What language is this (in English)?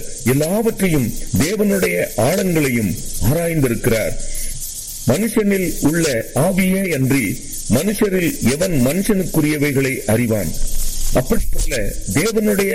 Tamil